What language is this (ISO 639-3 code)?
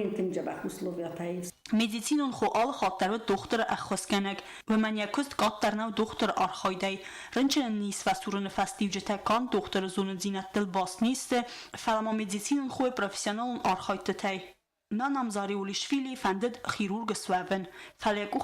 oss